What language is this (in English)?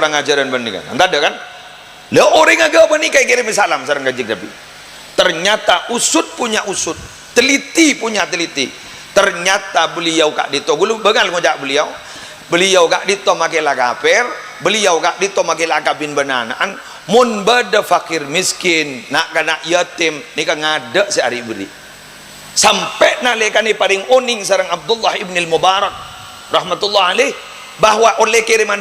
Madurese